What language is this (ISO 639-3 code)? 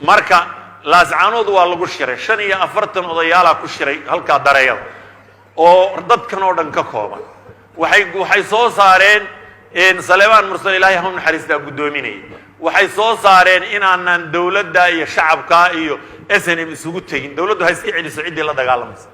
som